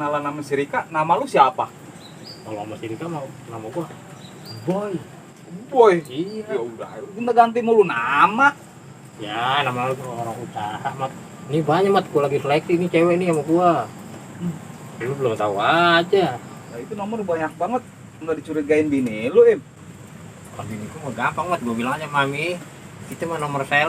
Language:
Betawi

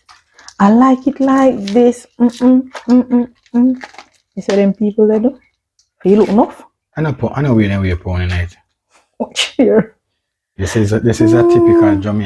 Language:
Jamaican Creole English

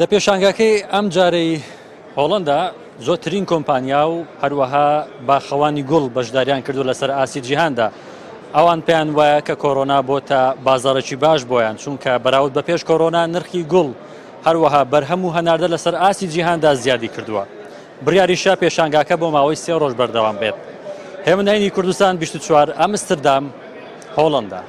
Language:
Central Kurdish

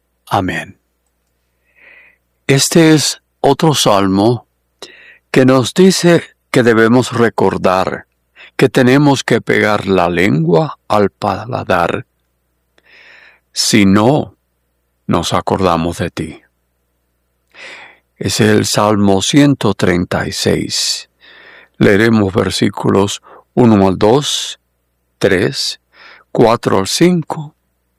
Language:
Spanish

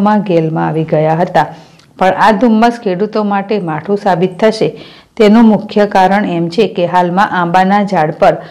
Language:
Gujarati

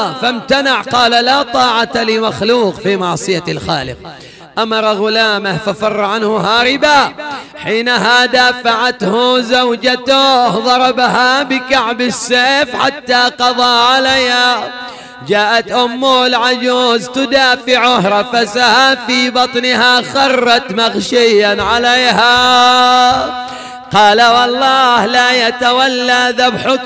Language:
Arabic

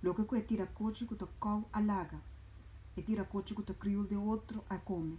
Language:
Papiamento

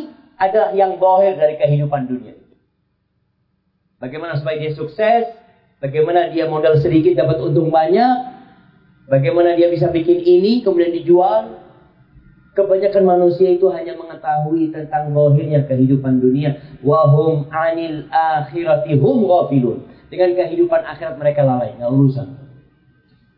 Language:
Indonesian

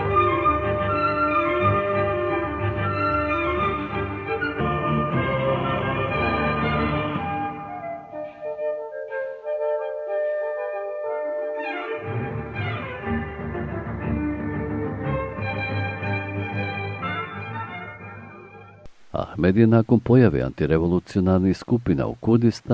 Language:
Bosnian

